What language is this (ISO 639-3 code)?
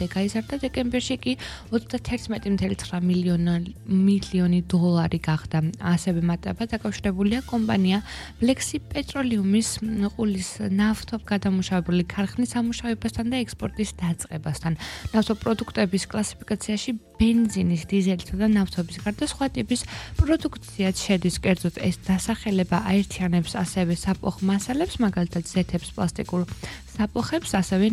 kat